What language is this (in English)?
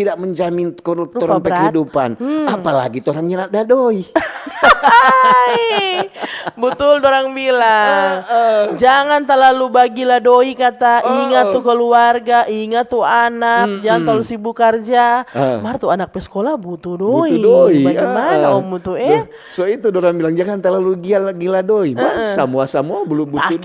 Manado Malay